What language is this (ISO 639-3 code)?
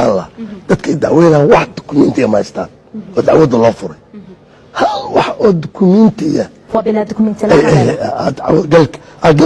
som